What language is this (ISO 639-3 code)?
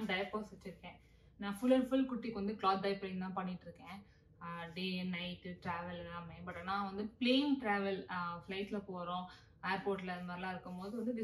tam